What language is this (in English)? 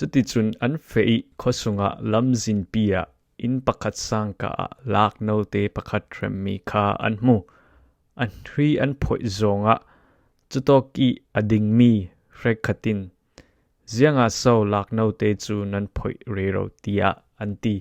Falam Chin